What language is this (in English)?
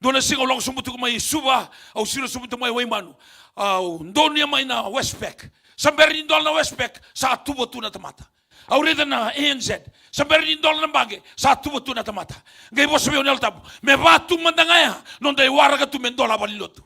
Fijian